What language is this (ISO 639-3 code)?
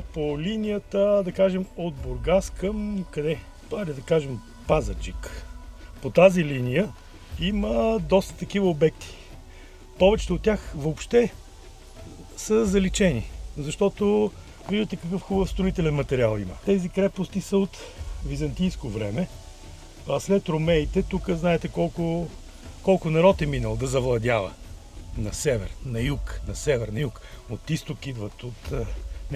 bul